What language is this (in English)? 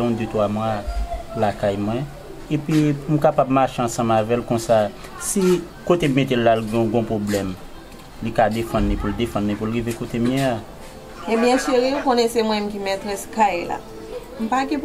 Haitian Creole